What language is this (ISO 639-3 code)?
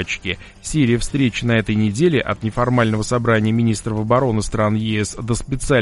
rus